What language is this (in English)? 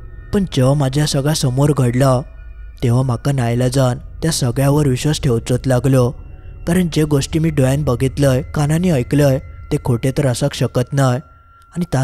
Marathi